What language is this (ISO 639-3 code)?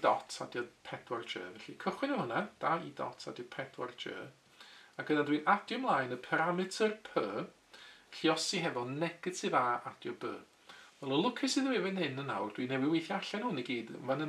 cym